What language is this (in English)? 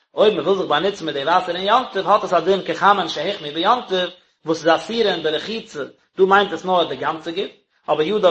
Yiddish